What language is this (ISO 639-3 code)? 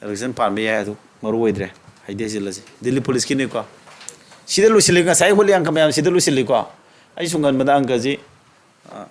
mni